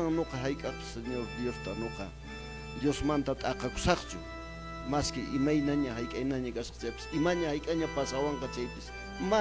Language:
Quechua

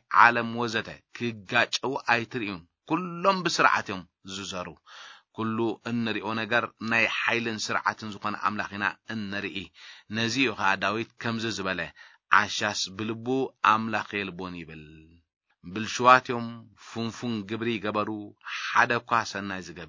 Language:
Tigrinya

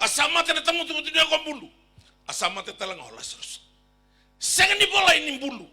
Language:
Fijian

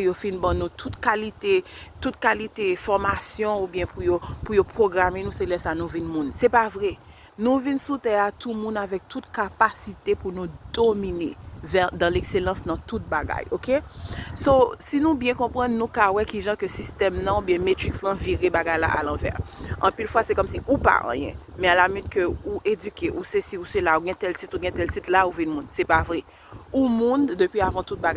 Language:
Haitian Creole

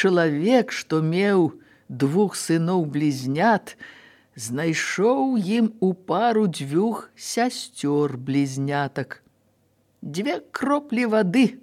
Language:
Belarusian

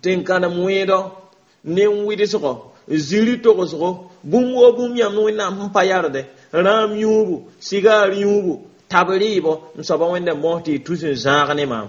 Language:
Mossi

